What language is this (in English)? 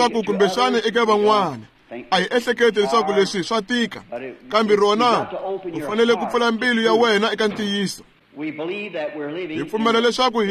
Tsonga